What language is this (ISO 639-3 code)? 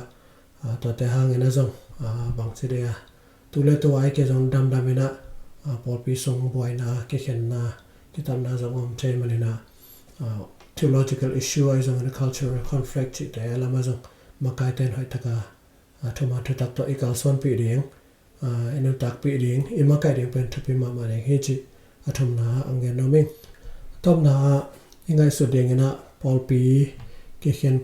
ctd